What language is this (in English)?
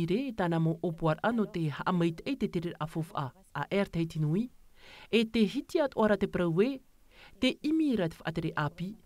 Tahitian